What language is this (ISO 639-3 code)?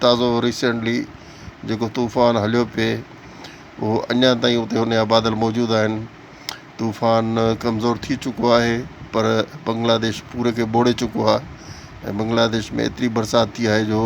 snd